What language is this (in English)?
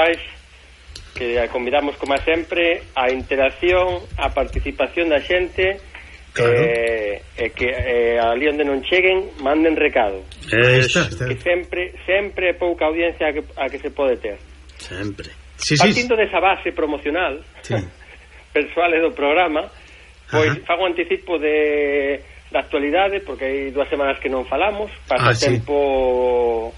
Galician